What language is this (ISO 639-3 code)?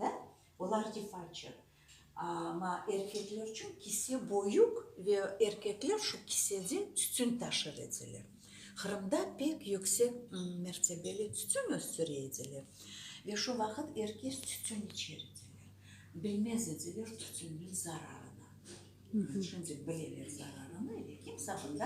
crh